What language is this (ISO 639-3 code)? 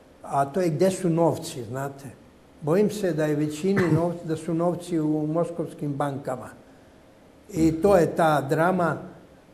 bos